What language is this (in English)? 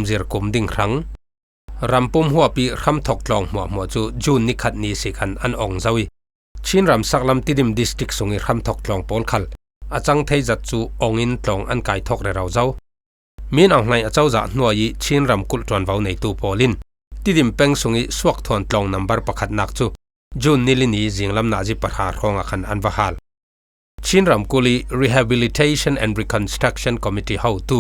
Falam Chin